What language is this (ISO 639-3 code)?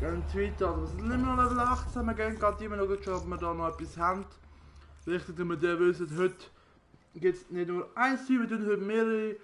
gsw